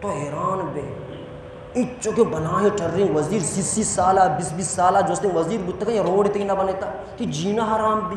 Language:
Baluchi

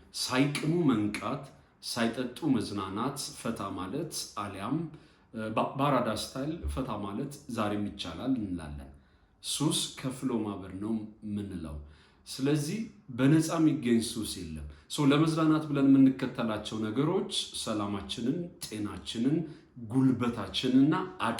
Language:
Amharic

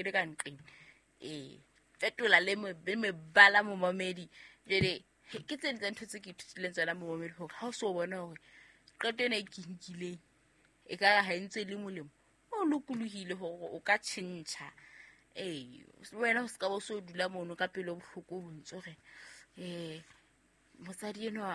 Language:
Southern Sotho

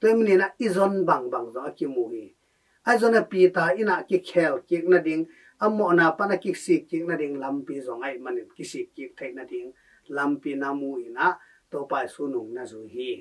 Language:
Tedim Chin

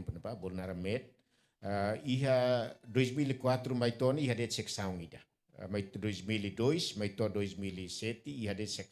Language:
Tetum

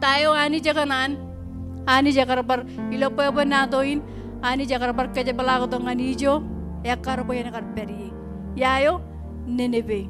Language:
Marshallese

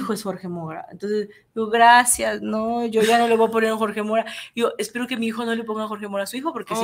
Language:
Spanish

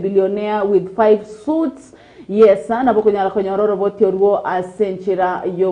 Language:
Gusii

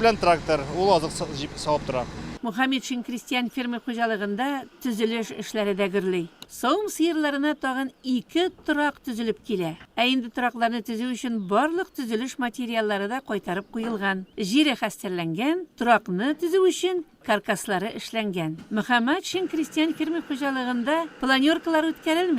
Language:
Tatar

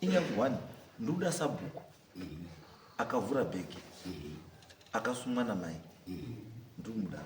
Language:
Shona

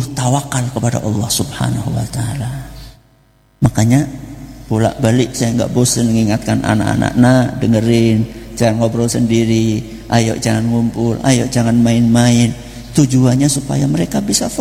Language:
Indonesian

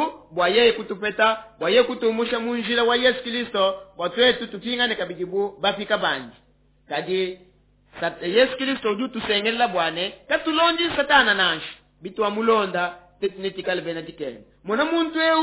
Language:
Luba-Lulua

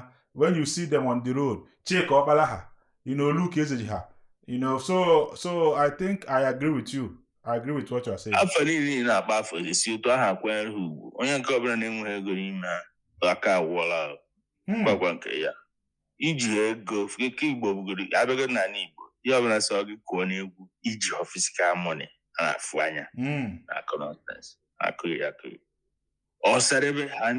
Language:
Igbo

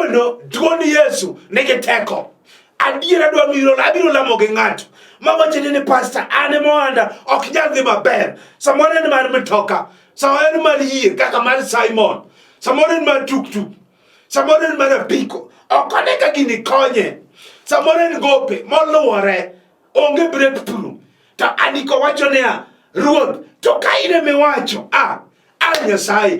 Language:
Luo (Kenya and Tanzania)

